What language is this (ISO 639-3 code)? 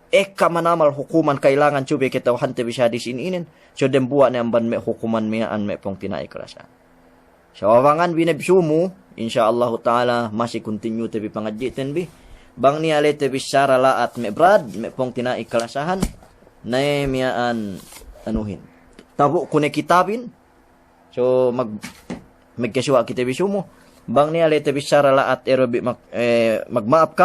yka